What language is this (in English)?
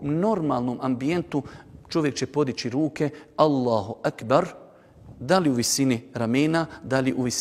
Bosnian